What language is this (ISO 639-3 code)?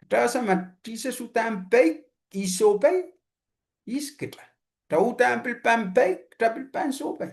pon